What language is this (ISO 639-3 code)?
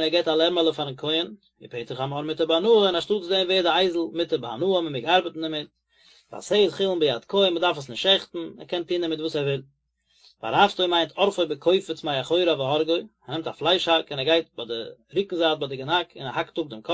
yid